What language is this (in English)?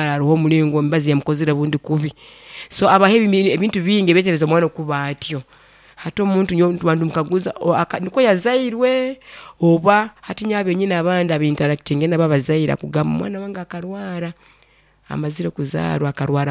Nyoro